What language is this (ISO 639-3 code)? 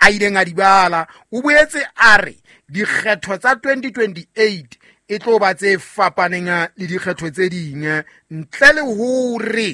sot